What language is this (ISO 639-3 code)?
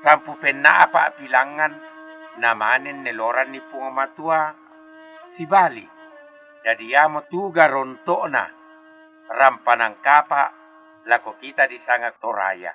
sda